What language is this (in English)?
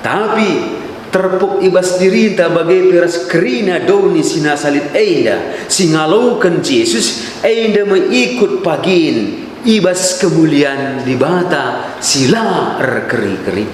Batak Karo